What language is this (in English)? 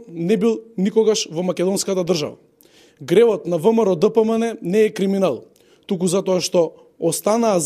Macedonian